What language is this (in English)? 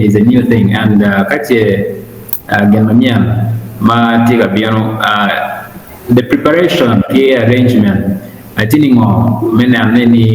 Acoli